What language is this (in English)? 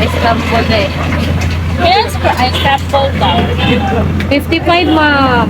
Cebuano